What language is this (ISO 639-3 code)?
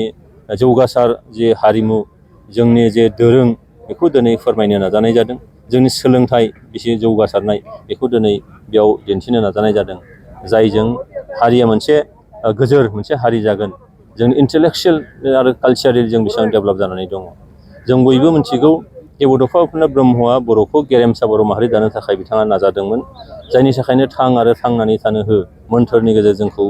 brx